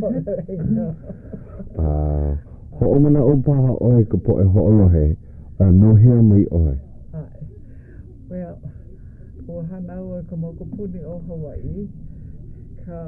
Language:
Hawaiian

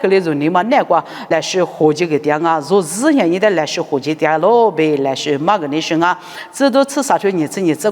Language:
Lisu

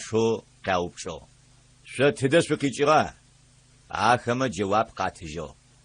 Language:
Adyghe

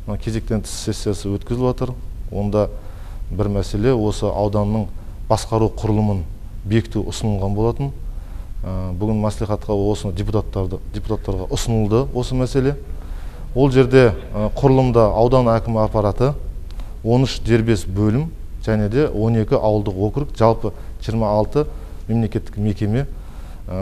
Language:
Kazakh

